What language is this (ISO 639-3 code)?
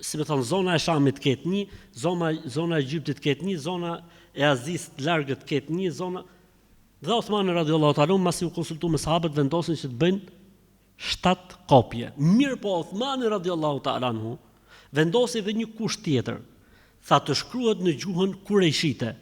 sqi